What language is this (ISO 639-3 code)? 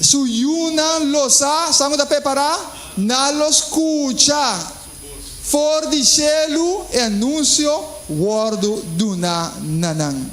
pap